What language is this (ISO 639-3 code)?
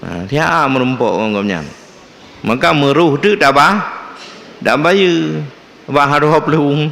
ace